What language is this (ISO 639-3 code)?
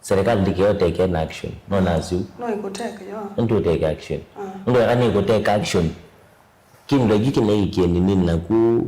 kam